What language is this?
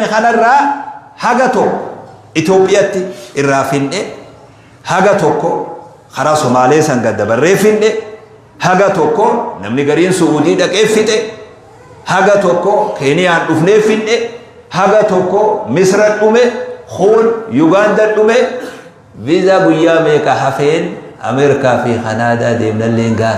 Oromo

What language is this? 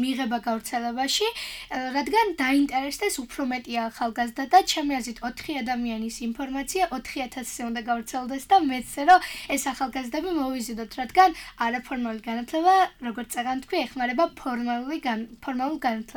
Georgian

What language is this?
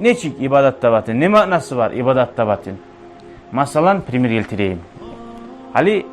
Kumyk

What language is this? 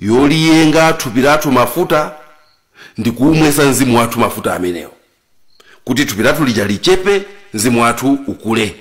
Nyanja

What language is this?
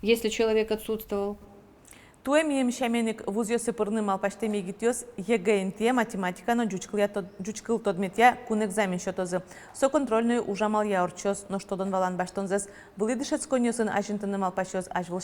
Udmurt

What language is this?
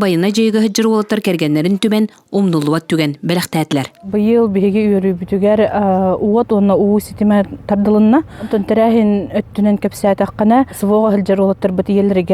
Yakut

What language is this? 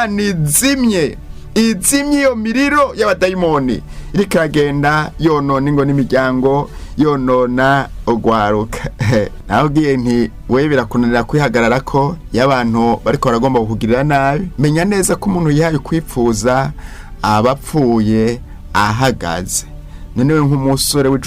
Rundi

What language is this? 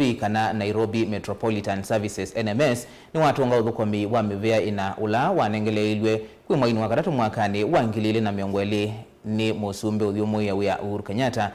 Kamba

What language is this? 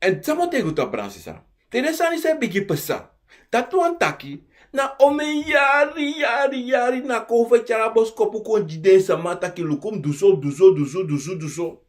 Sranan Tongo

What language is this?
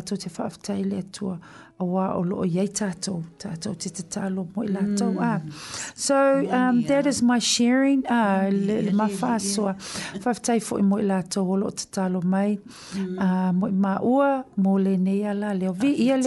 Samoan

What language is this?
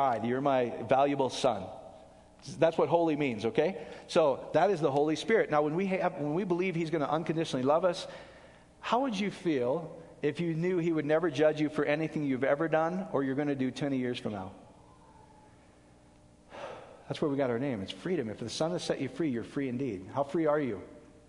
English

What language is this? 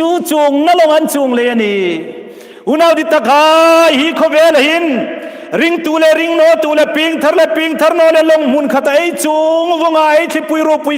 Hmar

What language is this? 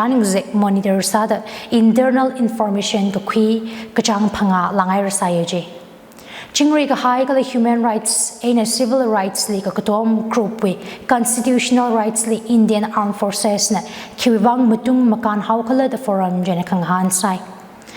Tangkhul Naga (India)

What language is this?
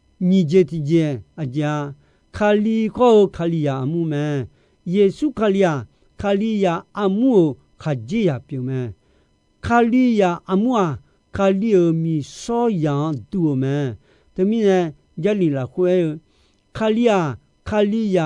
Akha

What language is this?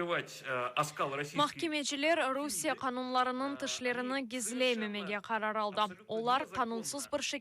Crimean Tatar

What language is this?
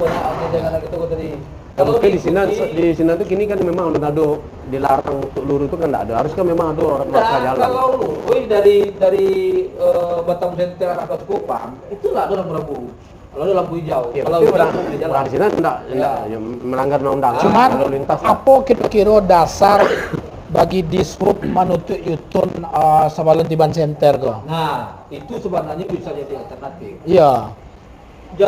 Minangkabau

